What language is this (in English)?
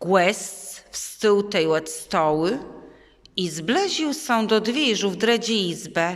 Kashubian